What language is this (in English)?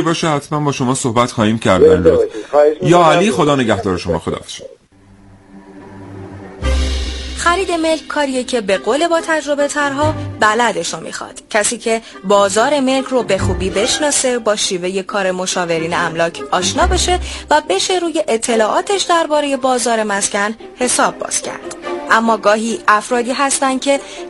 Persian